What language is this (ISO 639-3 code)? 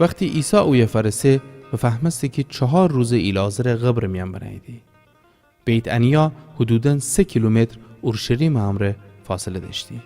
glk